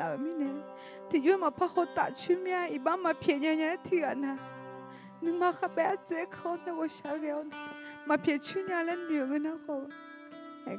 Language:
Akha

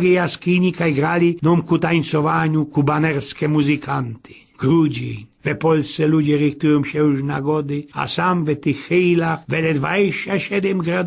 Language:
Silesian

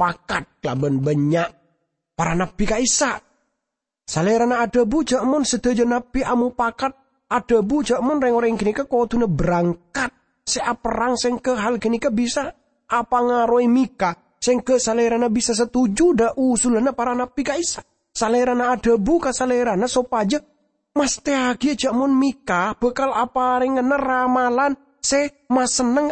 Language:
Madurese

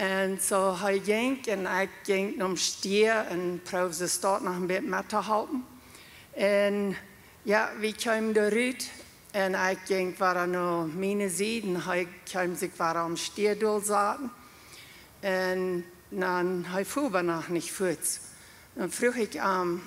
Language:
Plautdietsch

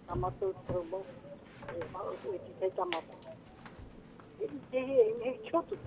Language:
Tahitian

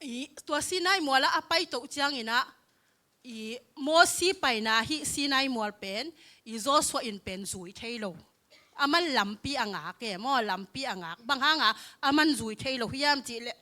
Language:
Tedim Chin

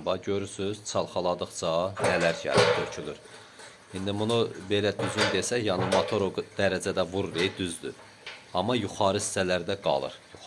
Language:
Azerbaijani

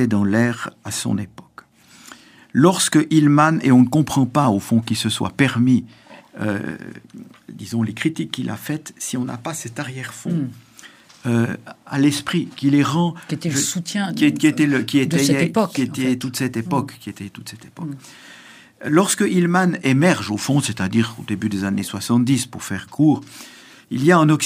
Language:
French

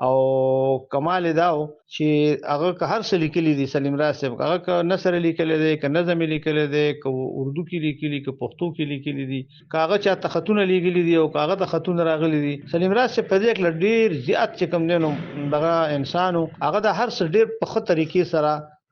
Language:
Pashto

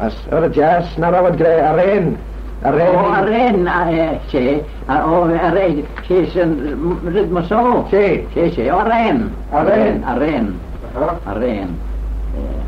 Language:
Manx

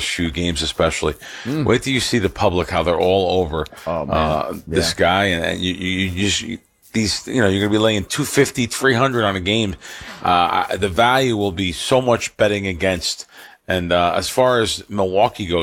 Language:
English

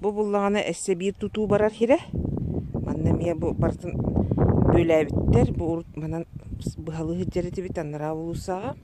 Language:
Yakut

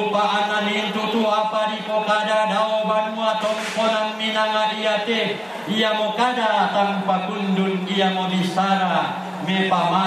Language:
Toraja-Sa'dan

